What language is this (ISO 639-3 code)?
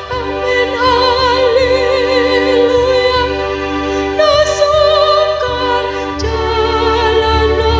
bbc